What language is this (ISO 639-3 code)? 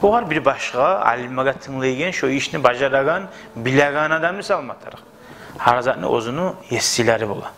kum